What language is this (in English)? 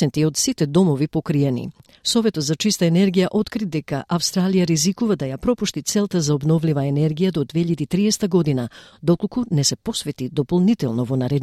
Macedonian